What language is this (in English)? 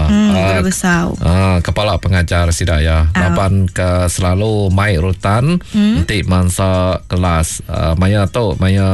Iban